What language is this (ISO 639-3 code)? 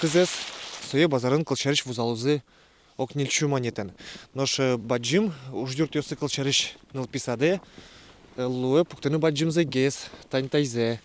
udm